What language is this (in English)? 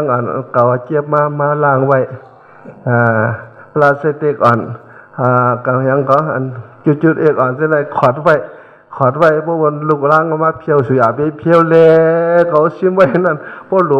Shan